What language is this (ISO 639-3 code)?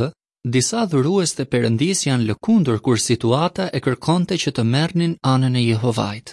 sqi